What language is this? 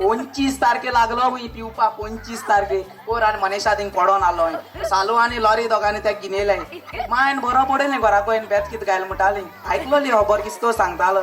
Konkani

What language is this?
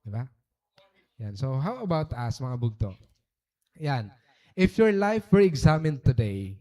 Waray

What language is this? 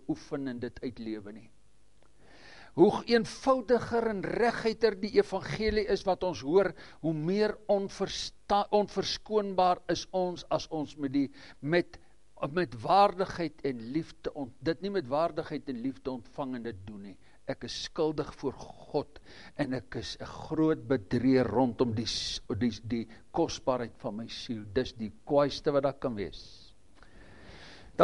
Afrikaans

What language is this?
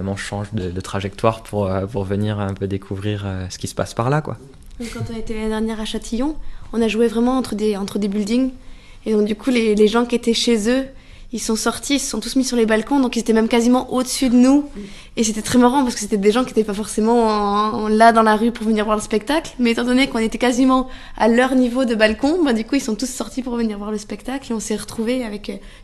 French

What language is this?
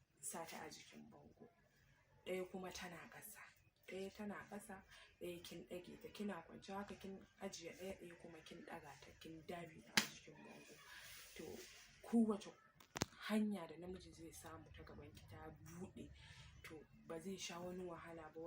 Hausa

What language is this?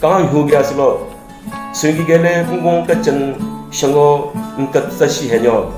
Southern Rengma Naga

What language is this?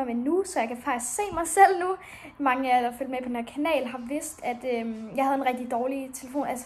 Danish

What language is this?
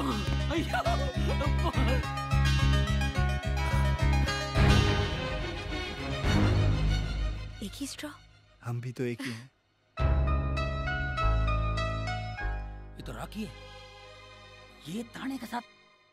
Hindi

